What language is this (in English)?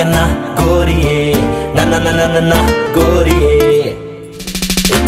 Punjabi